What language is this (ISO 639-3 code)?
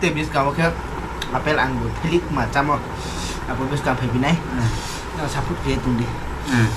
ria